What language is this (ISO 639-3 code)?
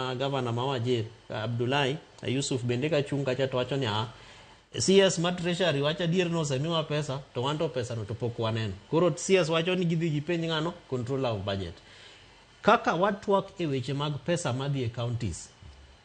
luo